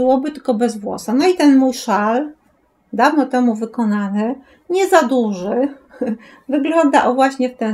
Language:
Polish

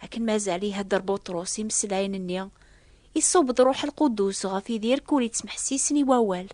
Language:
Kabyle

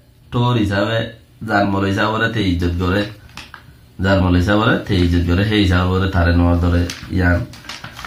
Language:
Rohingya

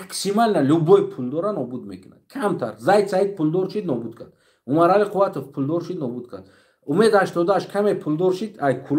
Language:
Tajik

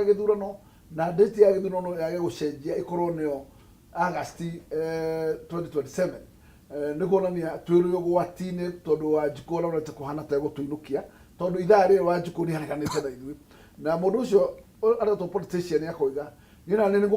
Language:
Kikuyu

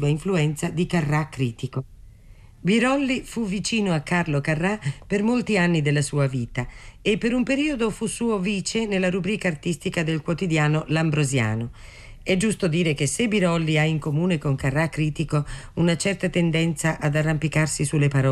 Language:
Italian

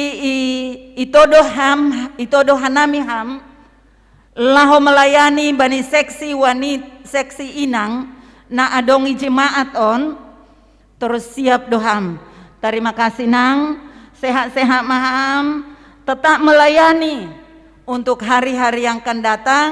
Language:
Batak Simalungun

